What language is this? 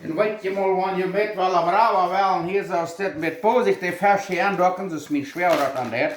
Plautdietsch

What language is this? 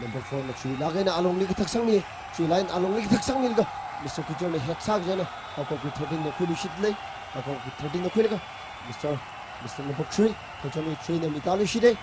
Tangkhul Naga (India)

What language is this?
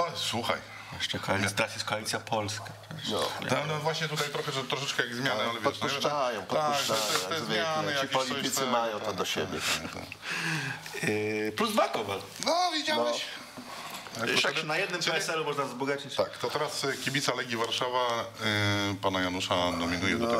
Polish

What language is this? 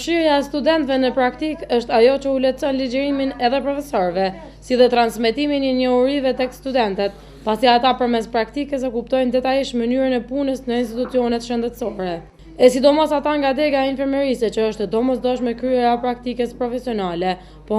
Albanian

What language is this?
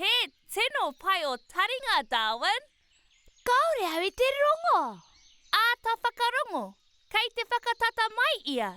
Māori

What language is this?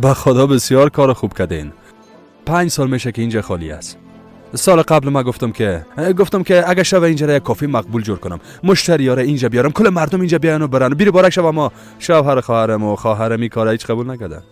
Persian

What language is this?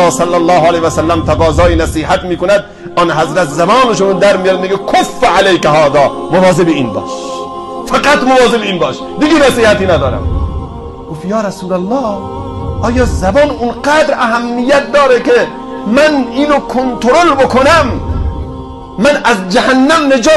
Persian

